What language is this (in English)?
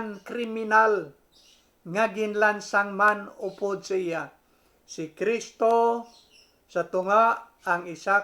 Hiligaynon